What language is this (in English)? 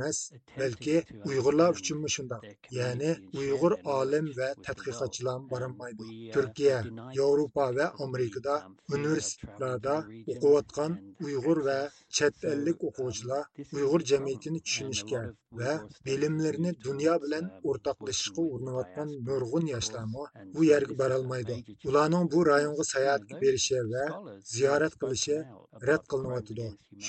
Uyghur